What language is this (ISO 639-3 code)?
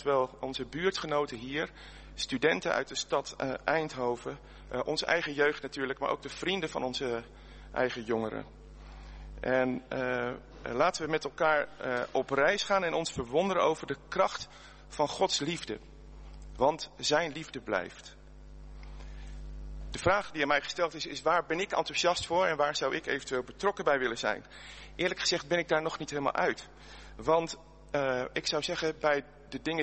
nld